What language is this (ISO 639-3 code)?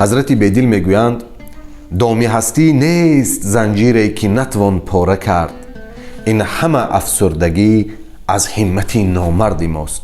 tgk